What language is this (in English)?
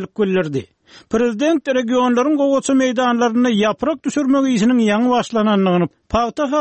Turkmen